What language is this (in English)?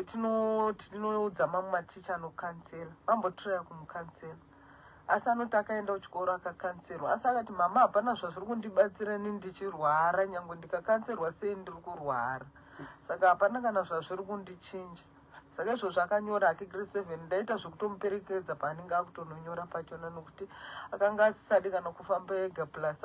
Shona